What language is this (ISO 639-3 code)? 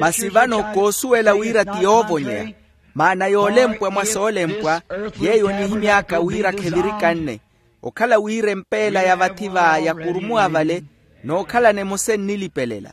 vmw